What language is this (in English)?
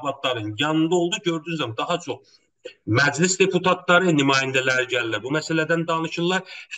South Azerbaijani